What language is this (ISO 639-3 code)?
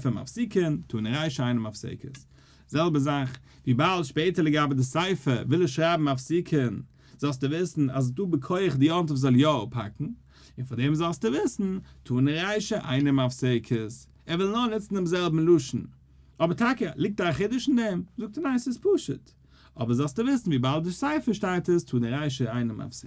yid